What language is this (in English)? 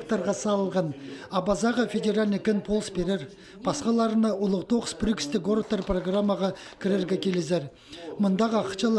Khakas